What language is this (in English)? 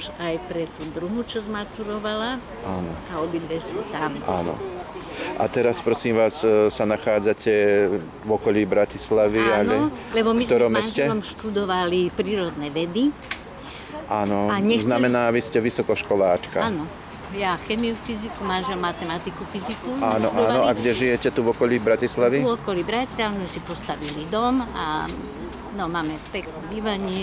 Slovak